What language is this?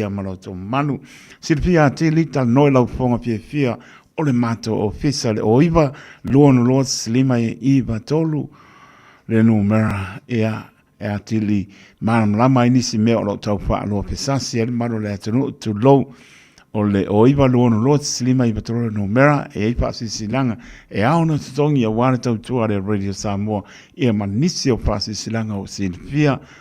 Samoan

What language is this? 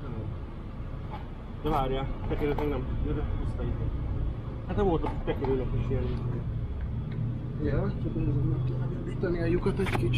Hungarian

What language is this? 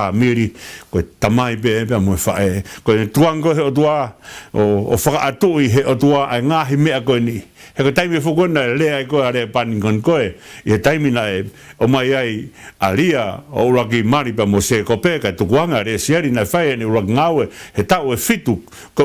Tongan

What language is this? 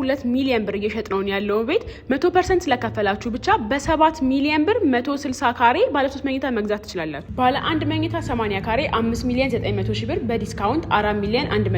Amharic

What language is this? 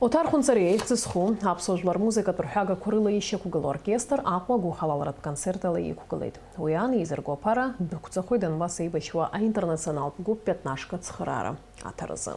Abkhazian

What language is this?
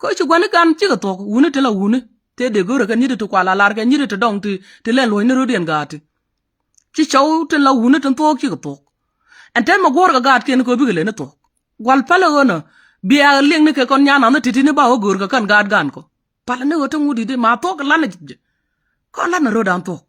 Nuer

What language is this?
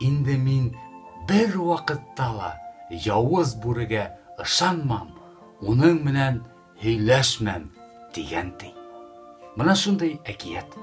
Bashkir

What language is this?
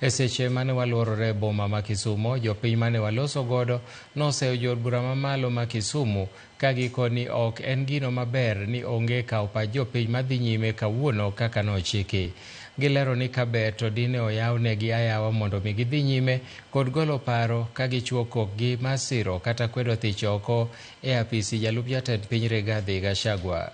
Luo (Kenya and Tanzania)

